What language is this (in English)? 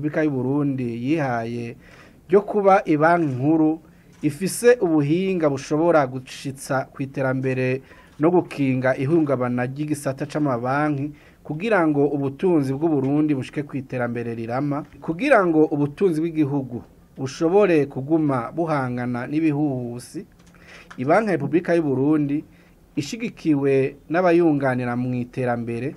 Rundi